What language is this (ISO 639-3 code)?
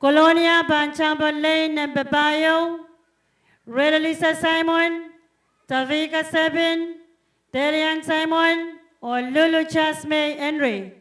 pon